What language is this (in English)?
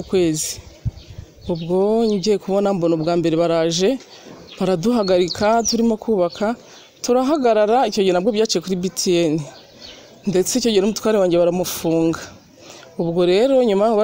Kinyarwanda